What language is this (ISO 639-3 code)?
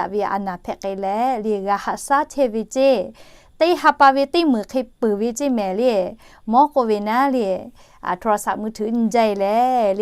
lhu